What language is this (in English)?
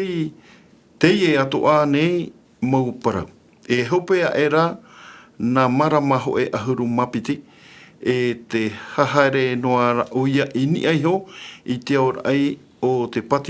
Tahitian